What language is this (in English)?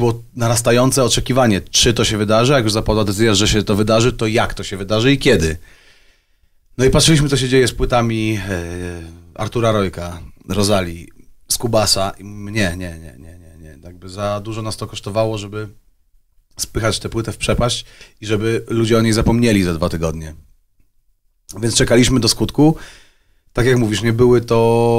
Polish